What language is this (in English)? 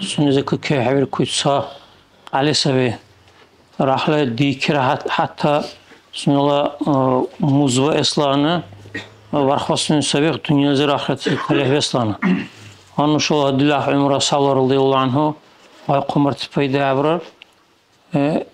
Dargwa